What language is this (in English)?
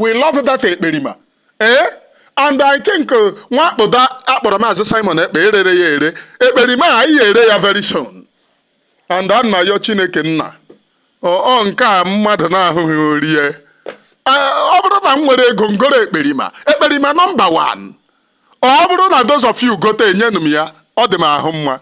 Igbo